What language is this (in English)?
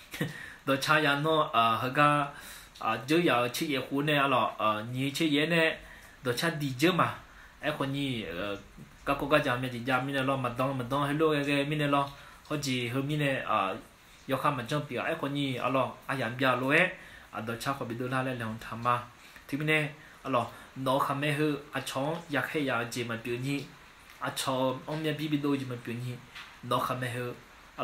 Akha